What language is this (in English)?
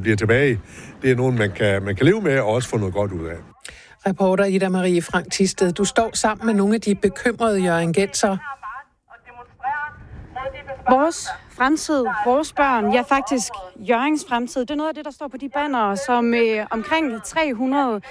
Danish